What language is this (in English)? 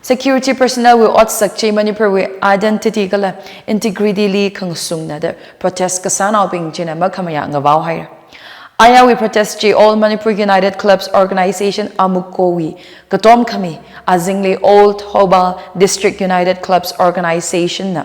Tangkhul Naga (India)